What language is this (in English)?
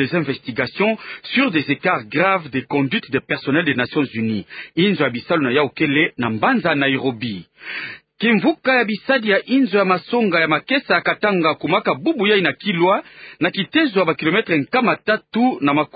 Kituba (Democratic Republic of Congo)